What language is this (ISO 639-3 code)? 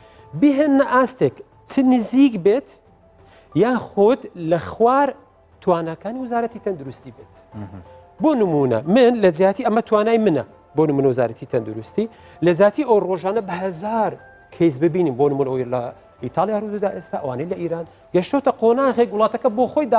ckb